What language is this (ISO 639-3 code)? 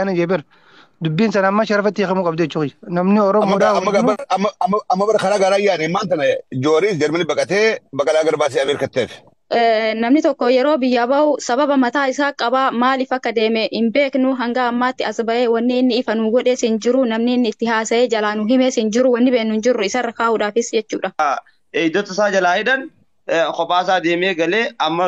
orm